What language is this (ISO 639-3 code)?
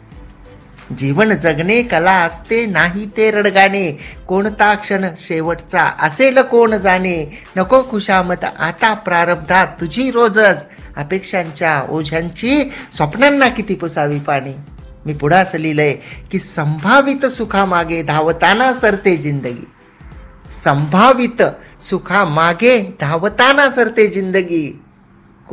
mar